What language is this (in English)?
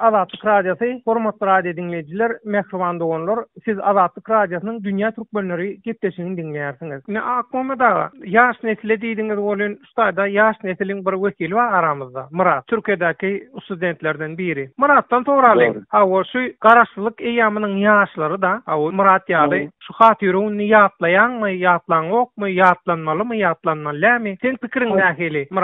Turkmen